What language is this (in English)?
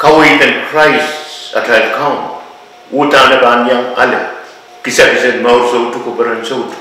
Pohnpeian